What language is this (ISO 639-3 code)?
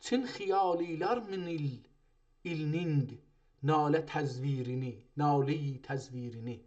azb